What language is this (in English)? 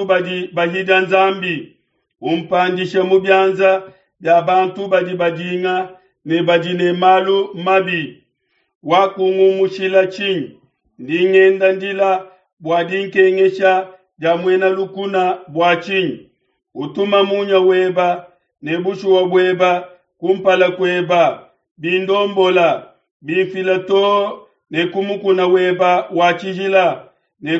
Luba-Lulua